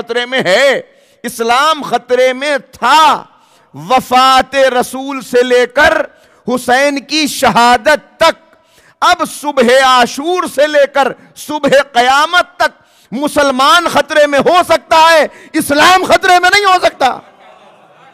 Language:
Urdu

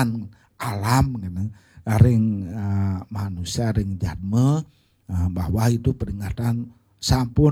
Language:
Balinese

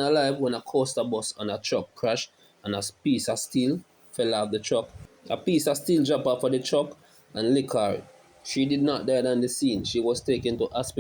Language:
Jamaican Creole English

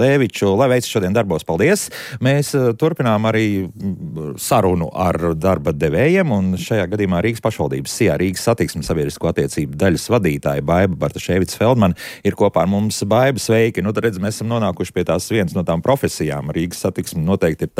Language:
Latvian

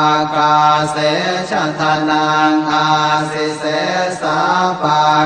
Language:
Pali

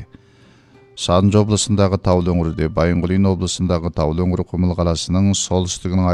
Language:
Kazakh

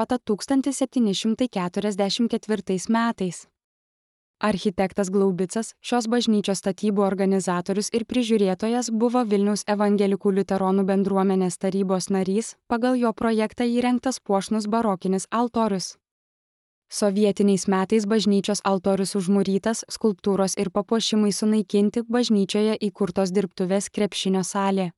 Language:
Lithuanian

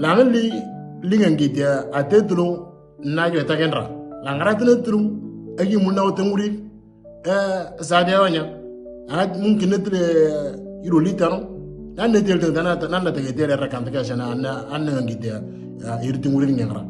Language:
Moro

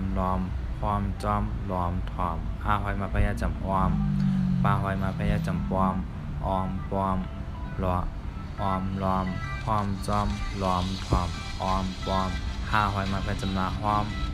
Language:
Shan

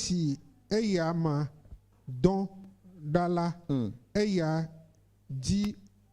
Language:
Ewe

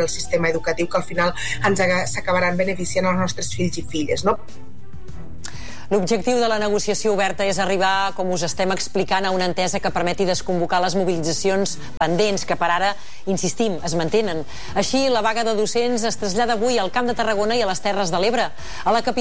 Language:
Catalan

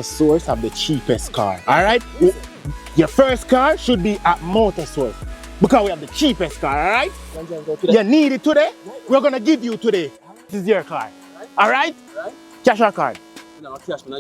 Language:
Jamaican Creole English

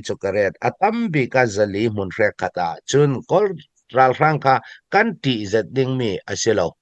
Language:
Falam Chin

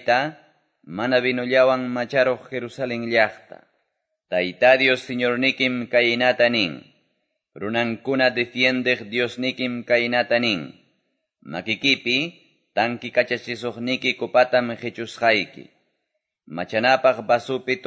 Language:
Quechua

